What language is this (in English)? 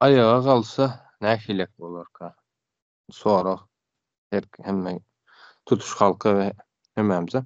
Turkmen